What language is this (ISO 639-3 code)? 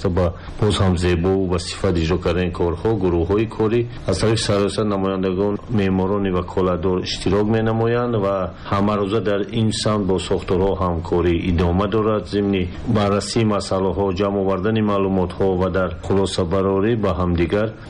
tgk